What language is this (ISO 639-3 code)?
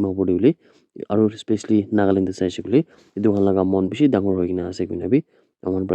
nag